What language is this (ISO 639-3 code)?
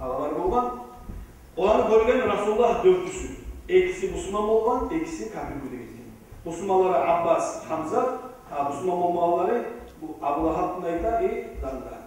kum